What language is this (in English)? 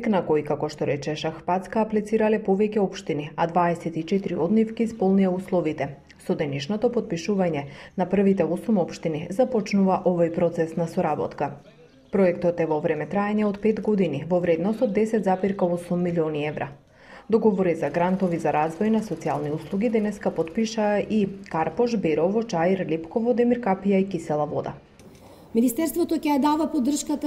Macedonian